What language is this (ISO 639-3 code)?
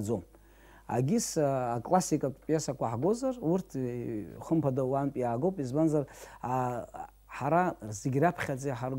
abk